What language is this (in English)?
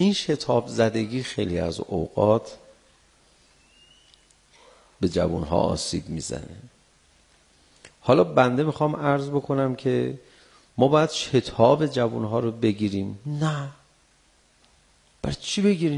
Persian